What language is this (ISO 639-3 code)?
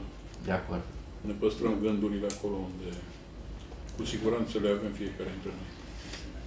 ron